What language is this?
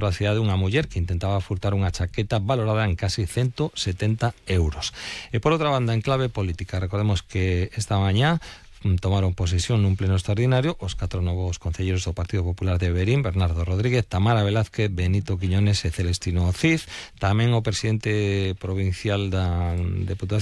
Galician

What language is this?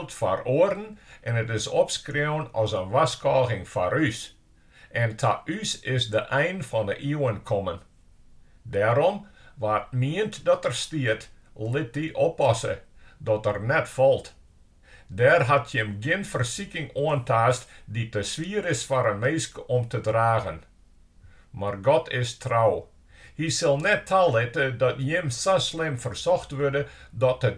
Western Frisian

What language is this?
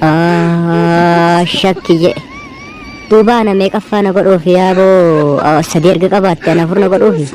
Oromo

